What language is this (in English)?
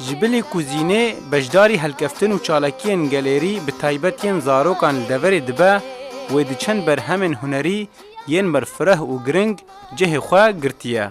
Kurdish